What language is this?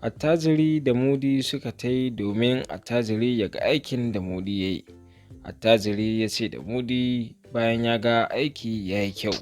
Hausa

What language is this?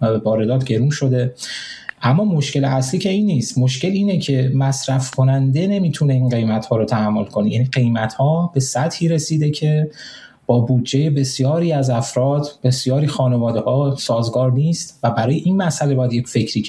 Persian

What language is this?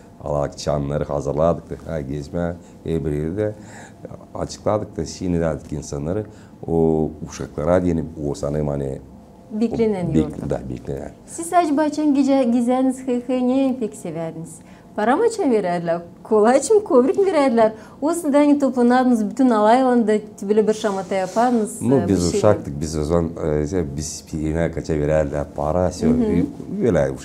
Gagauz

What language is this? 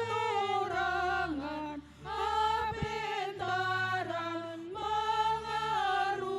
Batak Simalungun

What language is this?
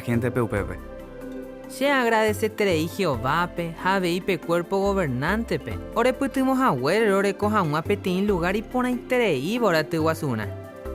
Guarani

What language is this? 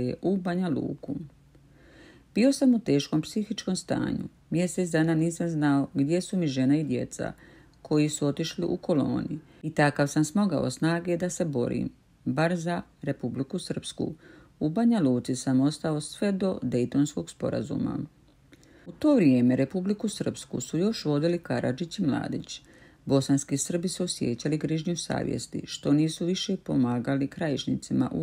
Croatian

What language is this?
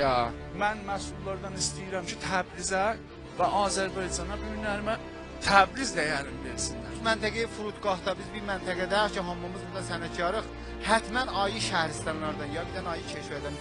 South Azerbaijani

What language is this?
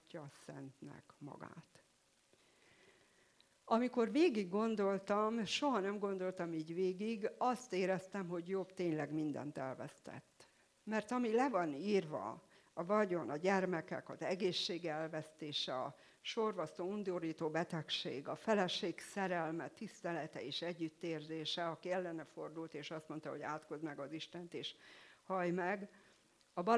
Hungarian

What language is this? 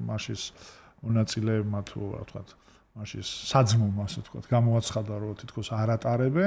Georgian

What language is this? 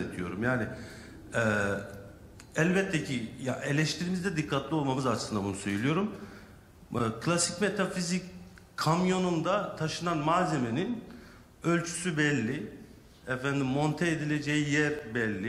Turkish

